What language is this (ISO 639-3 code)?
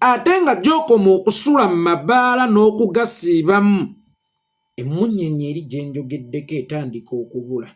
lug